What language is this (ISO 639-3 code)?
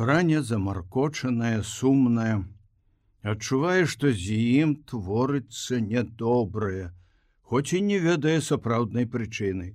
bel